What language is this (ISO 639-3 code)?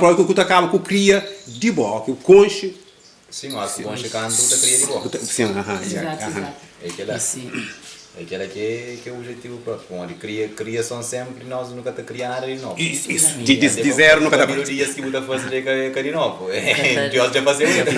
kea